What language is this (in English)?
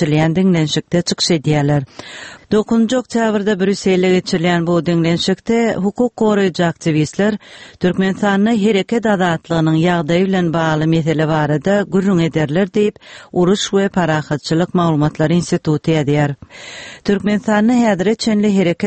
Turkmen